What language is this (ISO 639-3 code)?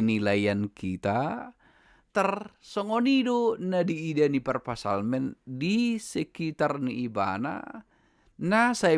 bbc